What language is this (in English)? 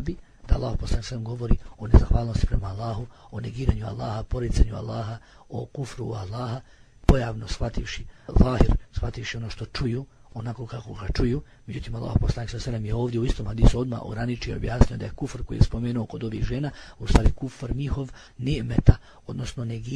Bosnian